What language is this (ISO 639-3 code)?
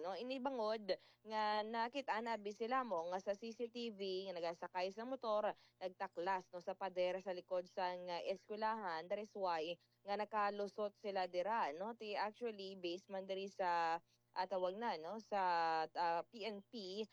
hil